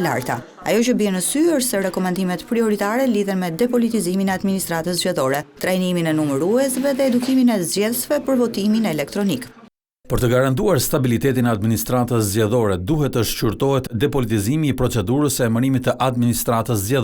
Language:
Albanian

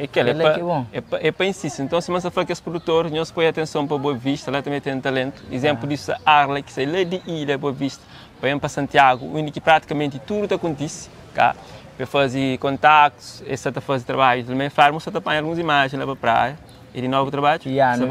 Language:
Kabuverdianu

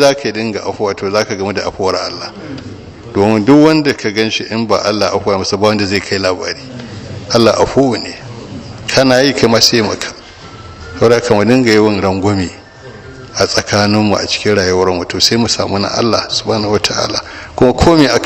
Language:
Hausa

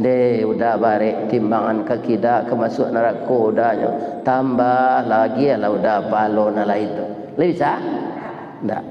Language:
Minangkabau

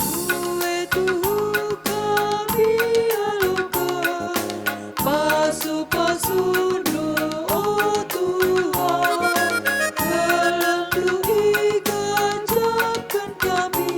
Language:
Batak Karo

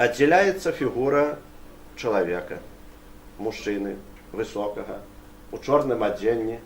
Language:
Belarusian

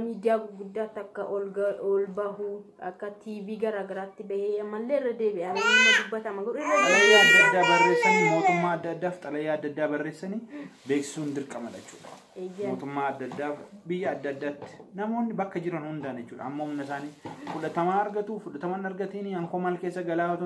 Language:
Oromo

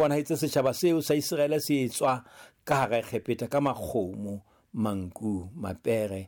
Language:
Southern Sotho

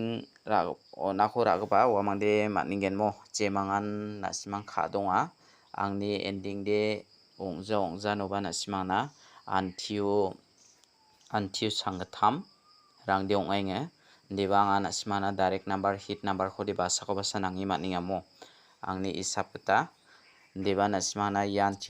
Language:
Garo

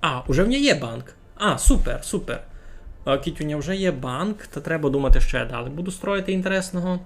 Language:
Rusyn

